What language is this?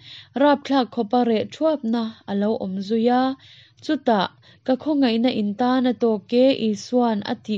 Hakha Chin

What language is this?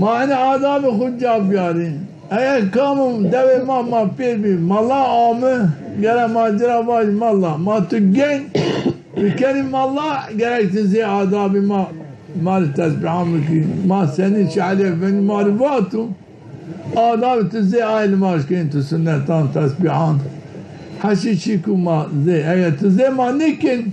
Zaza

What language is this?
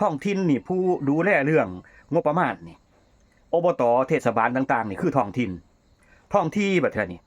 Northeastern Thai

